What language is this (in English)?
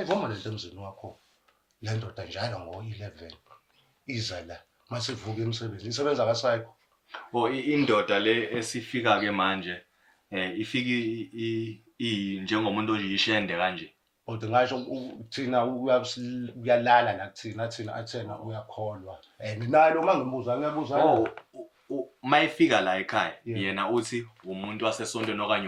Zulu